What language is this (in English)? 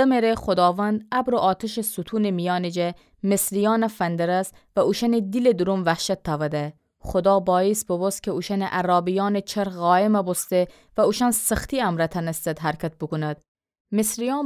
Gilaki